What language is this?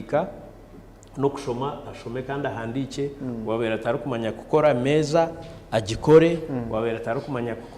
Nyankole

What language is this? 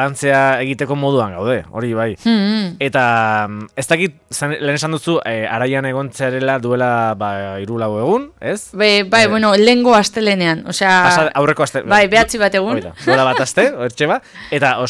Basque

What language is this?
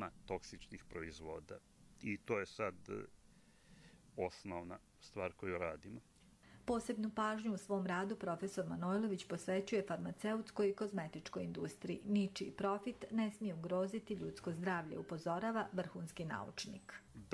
Serbian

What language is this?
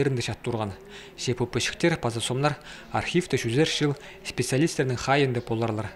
Khakas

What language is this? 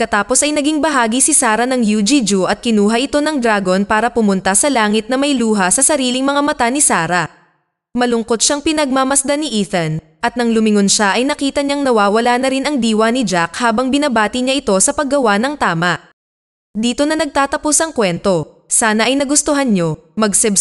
Filipino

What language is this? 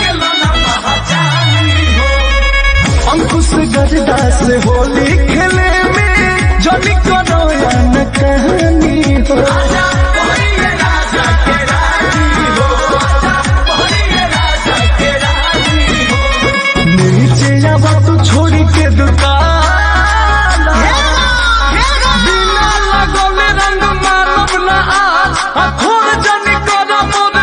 Bhojpuri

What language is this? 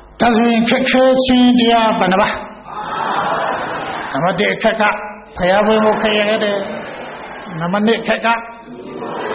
Burmese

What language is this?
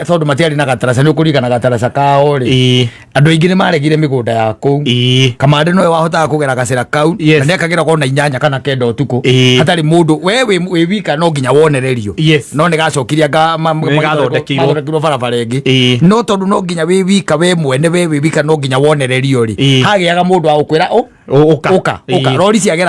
Kikuyu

